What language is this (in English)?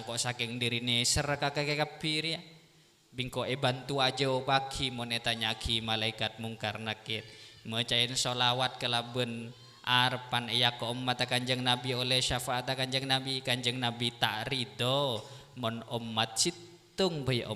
Madurese